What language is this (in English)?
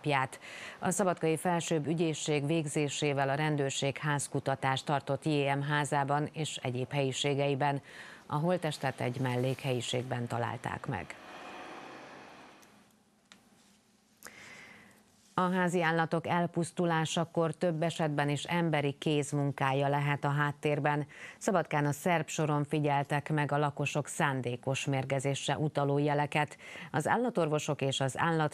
Hungarian